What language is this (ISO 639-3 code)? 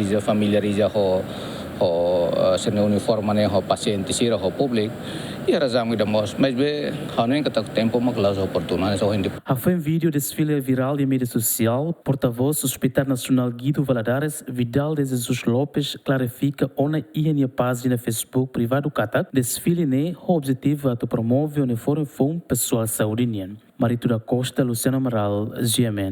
tet